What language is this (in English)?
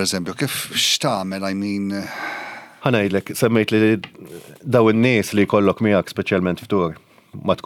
Maltese